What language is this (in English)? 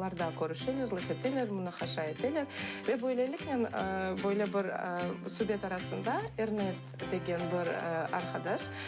Crimean Tatar